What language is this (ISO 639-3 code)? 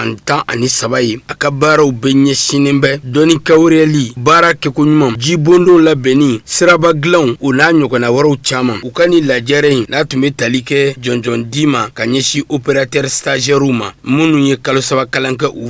bam